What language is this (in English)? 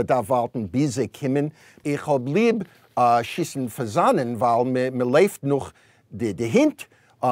Yiddish